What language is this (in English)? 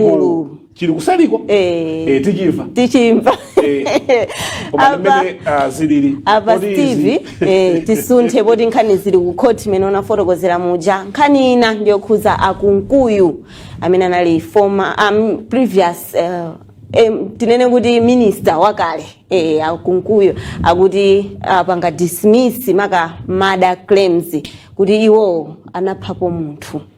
Nyanja